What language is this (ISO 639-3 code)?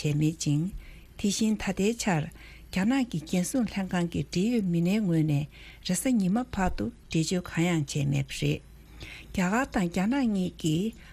bod